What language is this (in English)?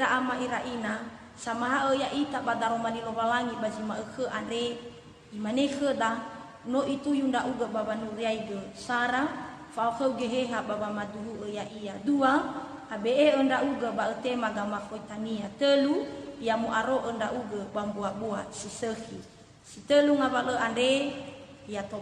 Nias